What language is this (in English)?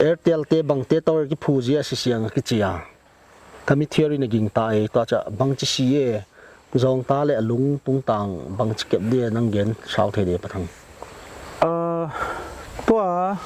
Paite Chin